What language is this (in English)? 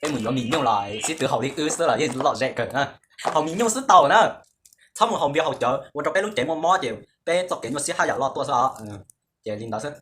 Hmong